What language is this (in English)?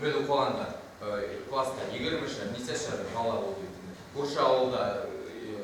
Bashkir